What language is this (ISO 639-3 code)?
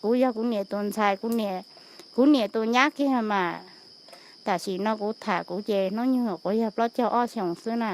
hmn